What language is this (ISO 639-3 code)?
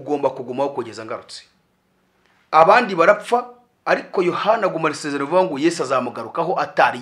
kin